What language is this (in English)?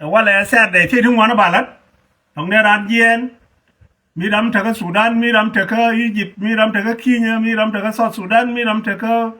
Nuer